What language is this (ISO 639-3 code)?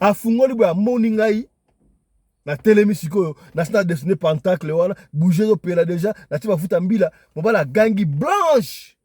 lin